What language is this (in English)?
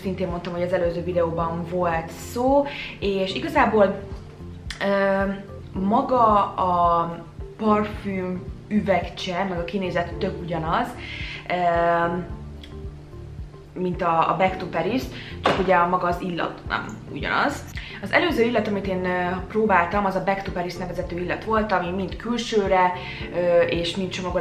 Hungarian